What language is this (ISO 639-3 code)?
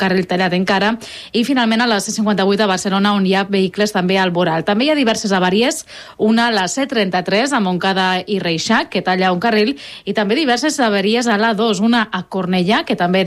cat